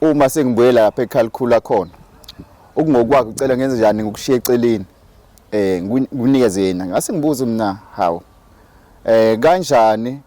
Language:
Zulu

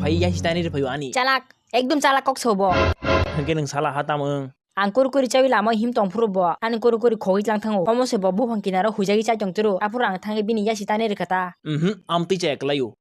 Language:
Kok Borok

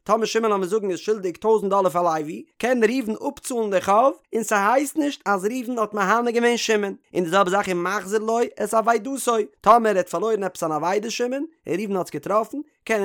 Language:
Yiddish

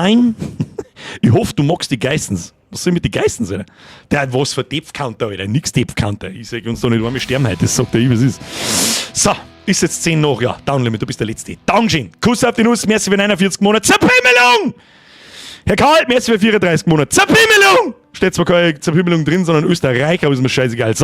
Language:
Bavarian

